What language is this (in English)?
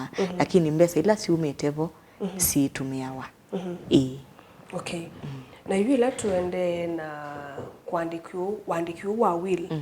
Kamba